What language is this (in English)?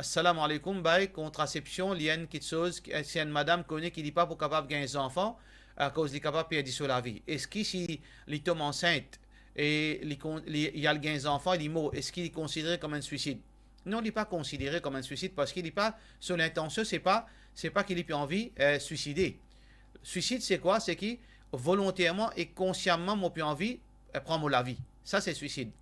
Morisyen